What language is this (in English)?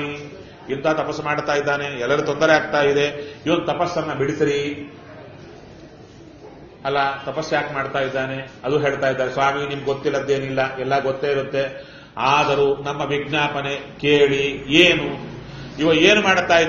Kannada